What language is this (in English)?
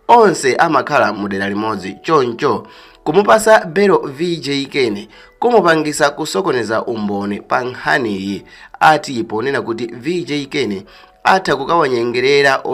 Nyanja